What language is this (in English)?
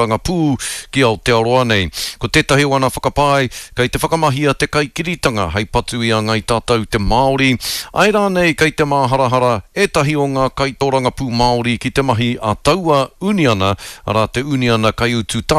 Māori